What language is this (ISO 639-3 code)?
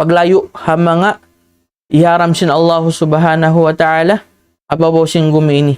tsg